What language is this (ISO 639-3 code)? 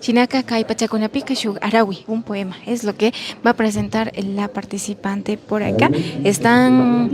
qvi